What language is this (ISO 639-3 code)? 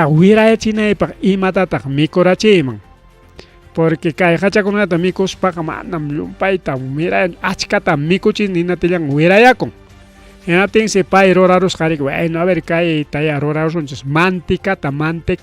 quy